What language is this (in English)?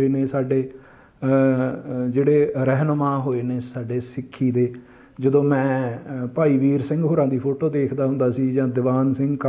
Punjabi